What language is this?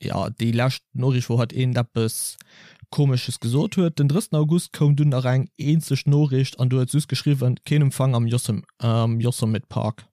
Luxembourgish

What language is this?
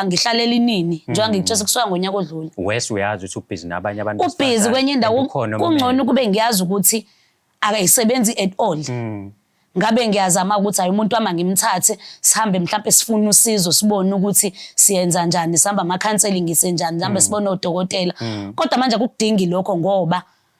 Zulu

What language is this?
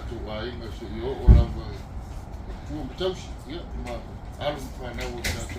Samoan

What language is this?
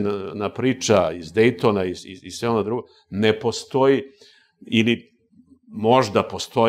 Serbian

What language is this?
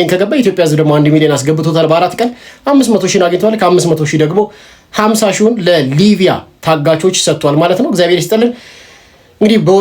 Amharic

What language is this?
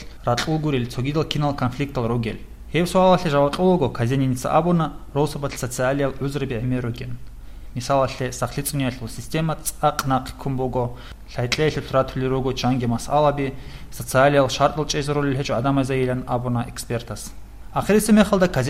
Avaric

